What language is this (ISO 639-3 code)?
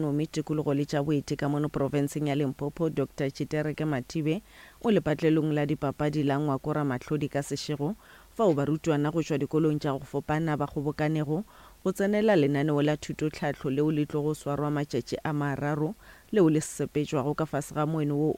nso